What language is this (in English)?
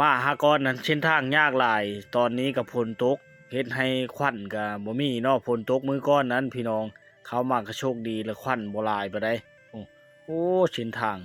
Lao